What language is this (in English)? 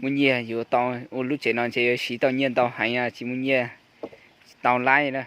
Hmong